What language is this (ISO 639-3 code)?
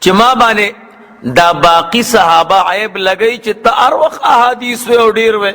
pus